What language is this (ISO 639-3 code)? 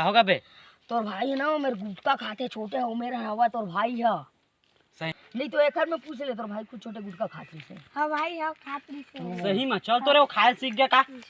hne